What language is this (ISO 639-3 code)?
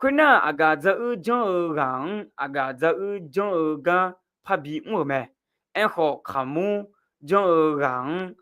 ahk